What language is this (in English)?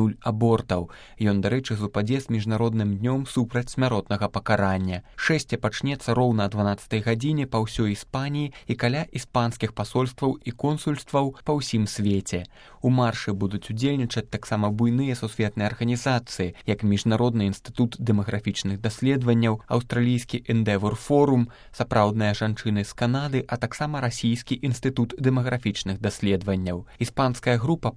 Belarusian